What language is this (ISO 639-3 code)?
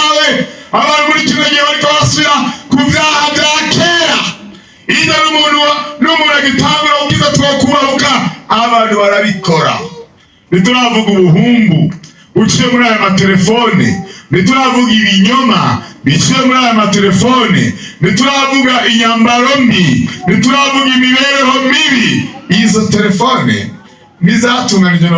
run